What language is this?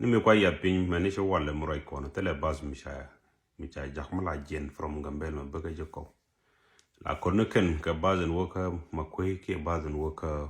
Nuer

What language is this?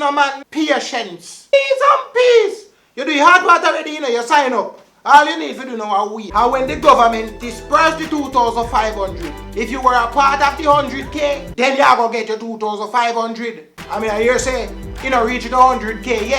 Jamaican Creole English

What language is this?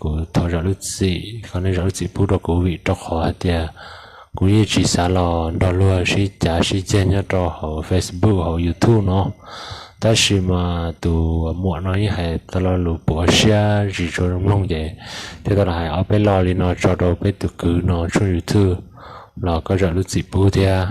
Hmong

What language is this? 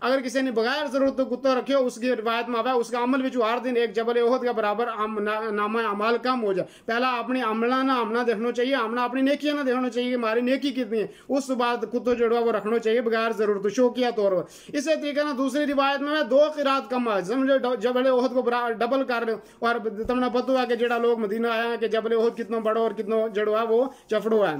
Gujari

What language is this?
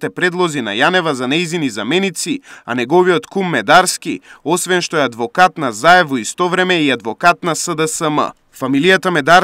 Macedonian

